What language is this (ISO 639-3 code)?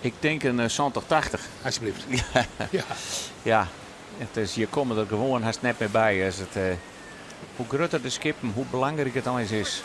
fry